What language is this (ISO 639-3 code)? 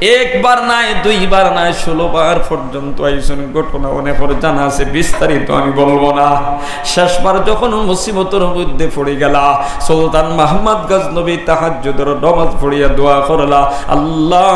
syl